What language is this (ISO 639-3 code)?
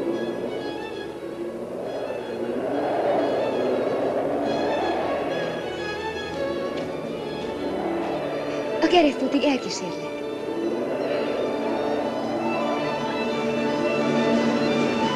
hun